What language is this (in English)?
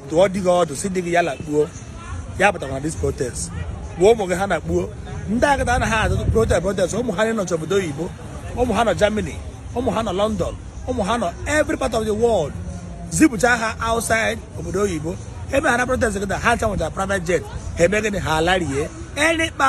Igbo